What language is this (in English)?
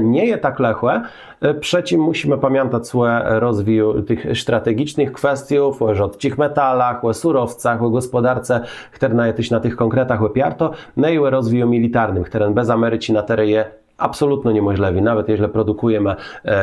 Kashubian